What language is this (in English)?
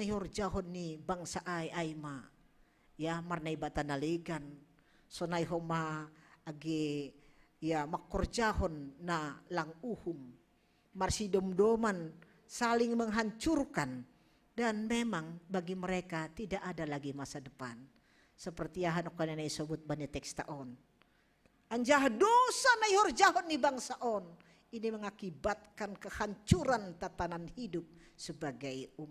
Batak Simalungun